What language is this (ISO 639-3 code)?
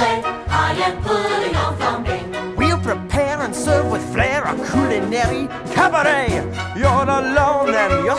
eng